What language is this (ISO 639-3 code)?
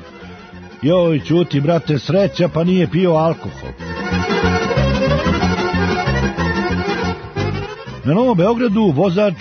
srp